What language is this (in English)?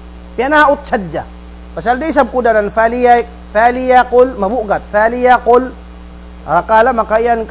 Tausug